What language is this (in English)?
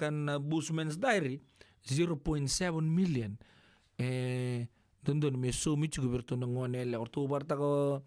Fijian